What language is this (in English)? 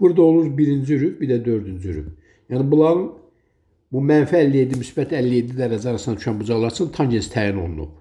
Azerbaijani